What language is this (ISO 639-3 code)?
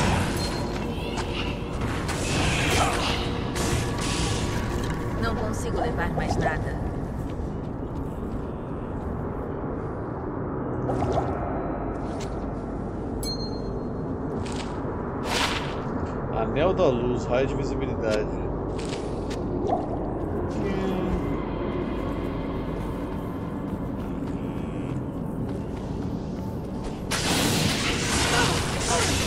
por